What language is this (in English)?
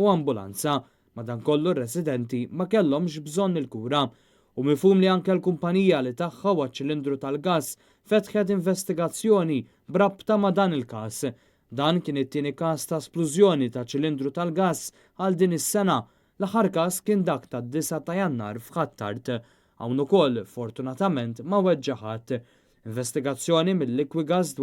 Maltese